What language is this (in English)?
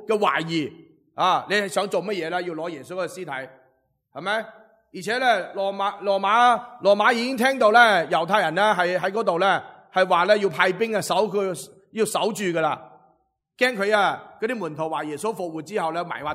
Cantonese